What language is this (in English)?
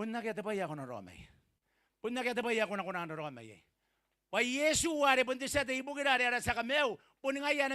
Gilbertese